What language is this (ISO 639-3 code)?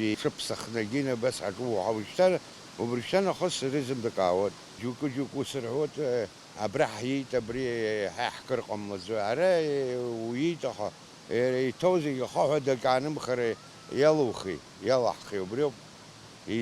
abk